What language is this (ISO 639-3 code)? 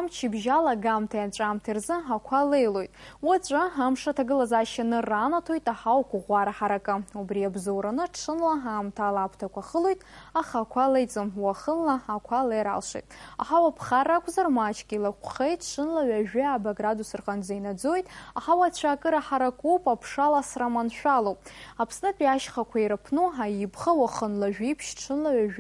abk